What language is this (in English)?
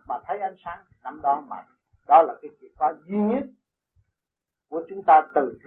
Vietnamese